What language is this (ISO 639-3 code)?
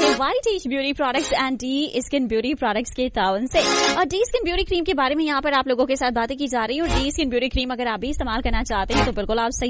hin